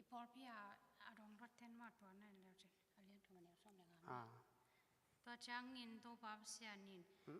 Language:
Tedim Chin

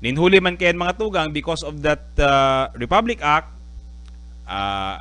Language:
Bikol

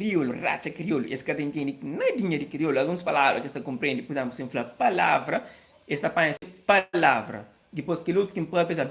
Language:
Kabuverdianu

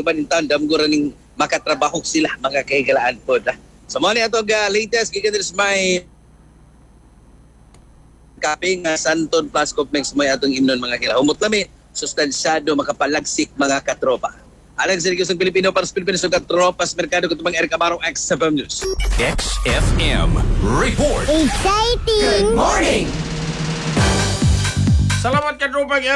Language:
Cebuano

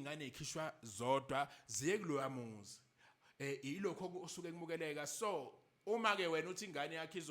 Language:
Zulu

